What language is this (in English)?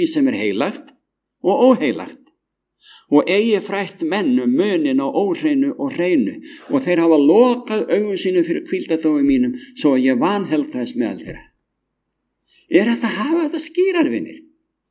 Icelandic